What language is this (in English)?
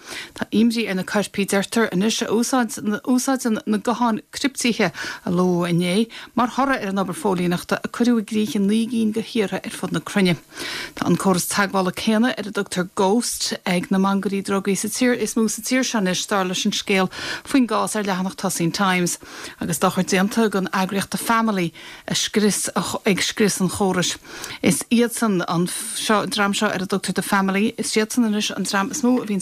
Irish